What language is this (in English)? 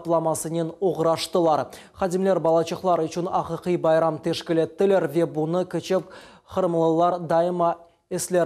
Crimean Tatar